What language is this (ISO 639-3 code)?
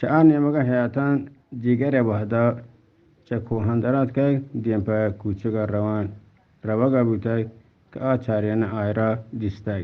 bgp